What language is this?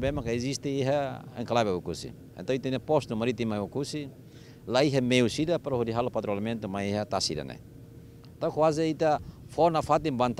Tetum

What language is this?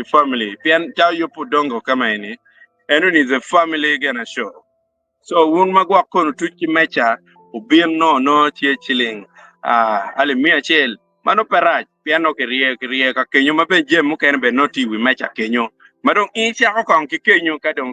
Acoli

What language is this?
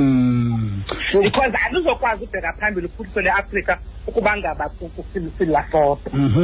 Xhosa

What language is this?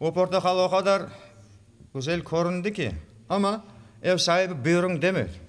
Crimean Tatar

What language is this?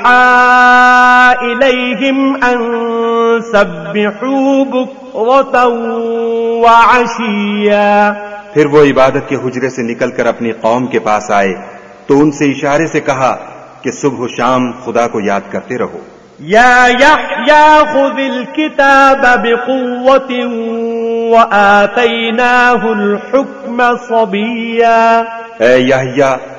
Urdu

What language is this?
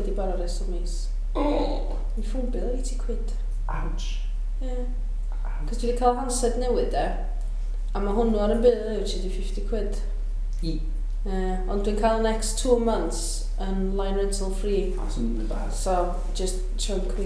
Welsh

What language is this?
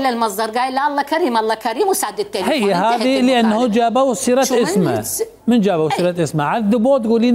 Mesopotamian Arabic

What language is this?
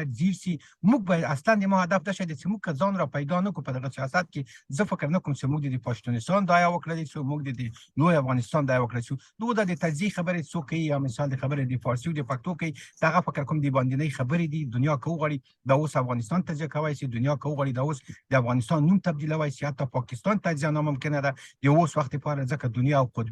Pashto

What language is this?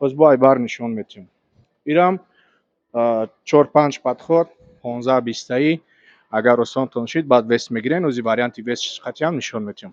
Tajik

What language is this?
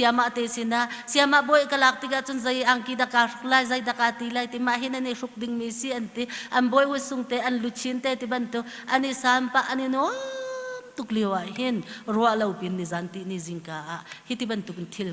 Hakha Chin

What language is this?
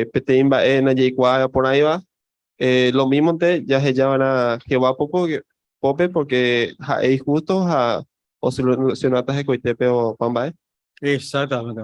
Guarani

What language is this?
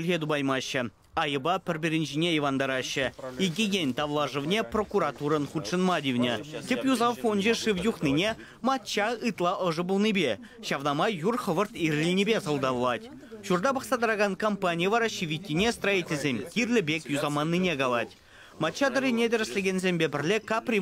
Chuvash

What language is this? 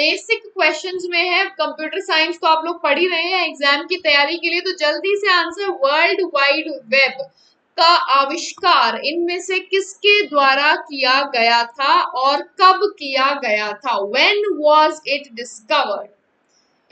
Hindi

